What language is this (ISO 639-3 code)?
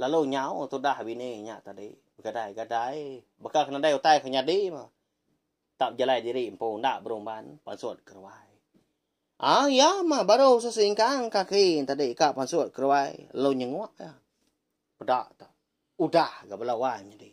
iba